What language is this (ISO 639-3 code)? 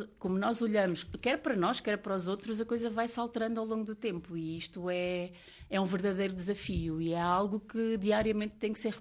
por